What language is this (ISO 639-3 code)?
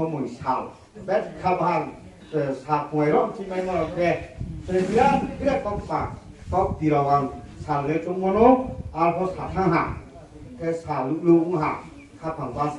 ria